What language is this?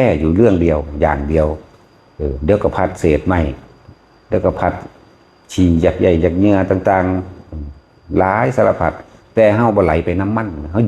Northeastern Thai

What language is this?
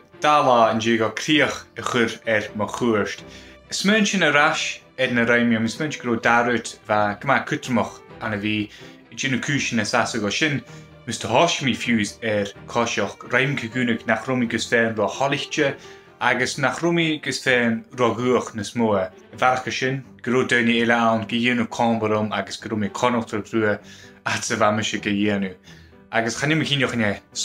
Scottish Gaelic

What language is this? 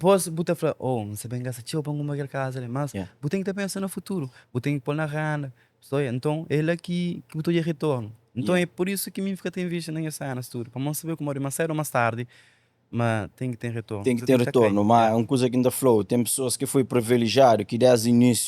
Kabuverdianu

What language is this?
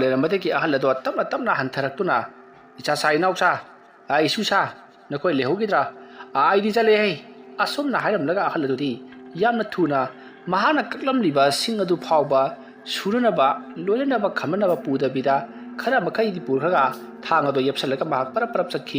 Manipuri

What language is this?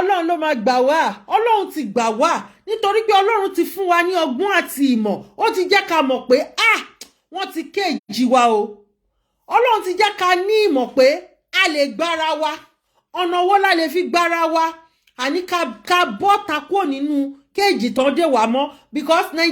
Yoruba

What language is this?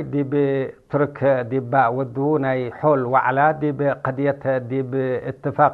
Tigre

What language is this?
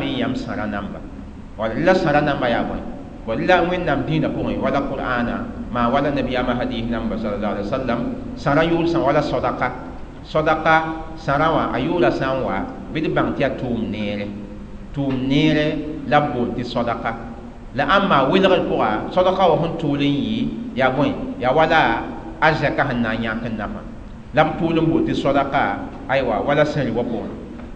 Mossi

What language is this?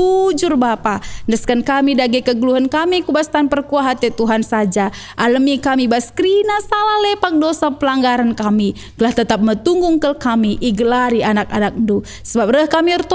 Batak Karo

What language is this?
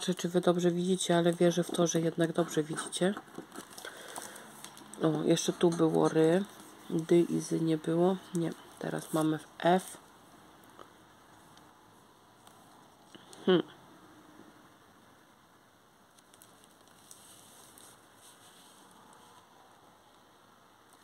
Polish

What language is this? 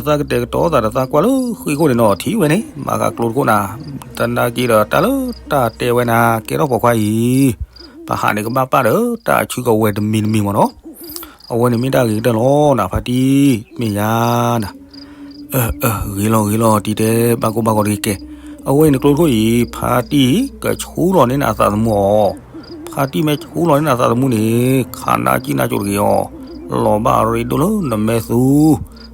S'gaw Karen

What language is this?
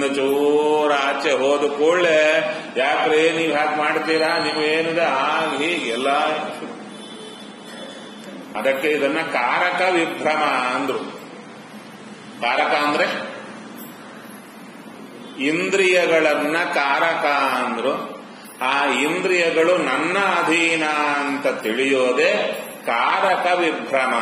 Kannada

